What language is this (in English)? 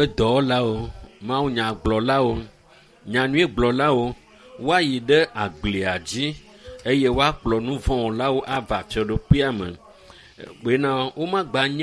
Ewe